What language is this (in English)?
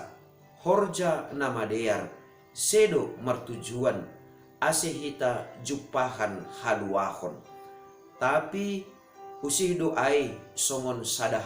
Batak Simalungun